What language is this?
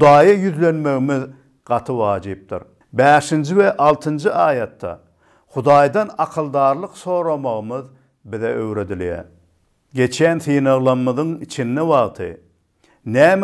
Turkmen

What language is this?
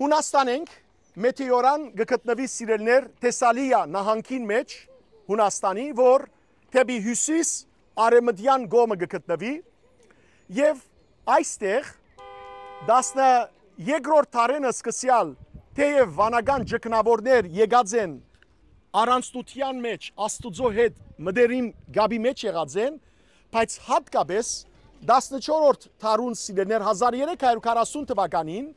Western Armenian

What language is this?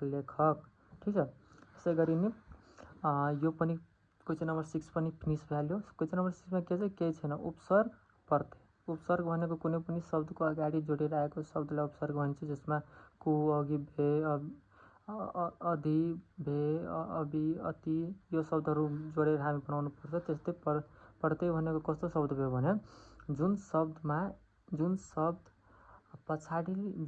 Nepali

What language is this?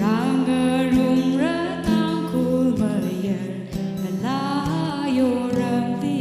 Tangkhul Naga (India)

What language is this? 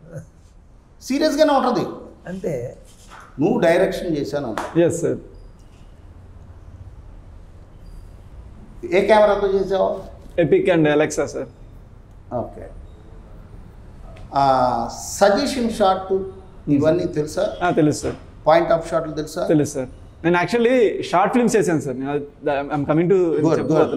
Telugu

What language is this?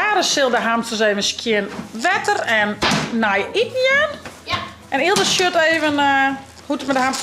Western Frisian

